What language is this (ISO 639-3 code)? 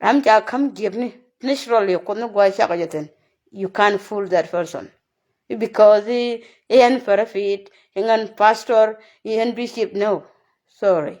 nus